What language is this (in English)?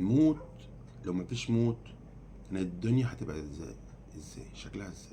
Egyptian Arabic